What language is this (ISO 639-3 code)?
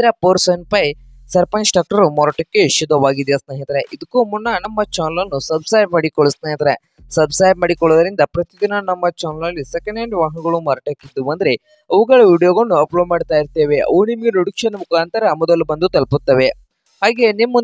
kan